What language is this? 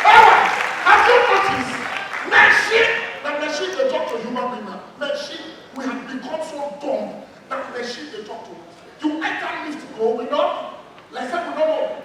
Nigerian Pidgin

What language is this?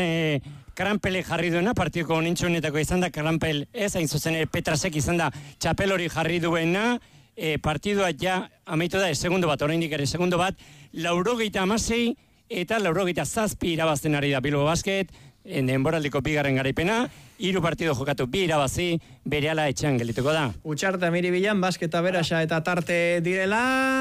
Basque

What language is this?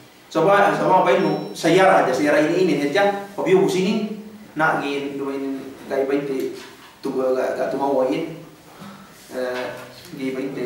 Yakan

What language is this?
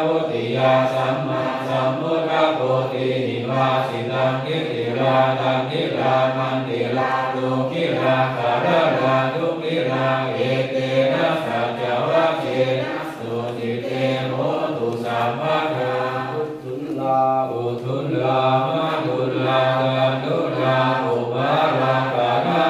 Pali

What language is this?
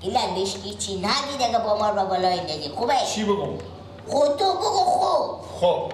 Persian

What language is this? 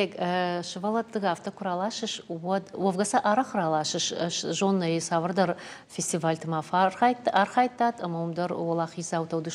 Ossetic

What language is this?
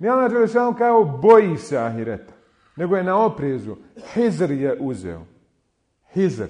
Bosnian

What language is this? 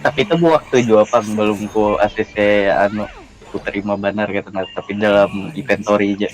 Banjar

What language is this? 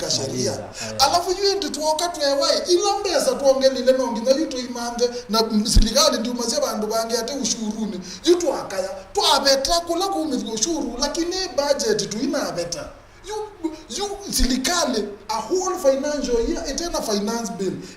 Kamba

